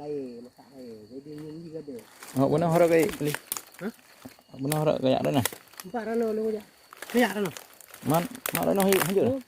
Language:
Achinese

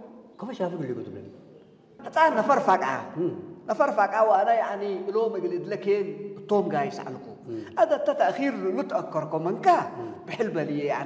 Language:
Tigrinya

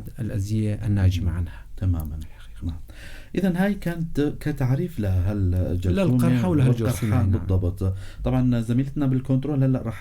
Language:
North Levantine Arabic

